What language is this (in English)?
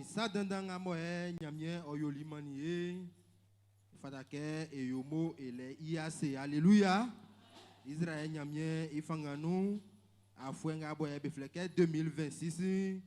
Baoulé